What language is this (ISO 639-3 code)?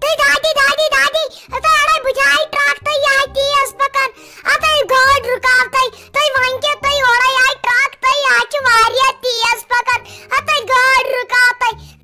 kas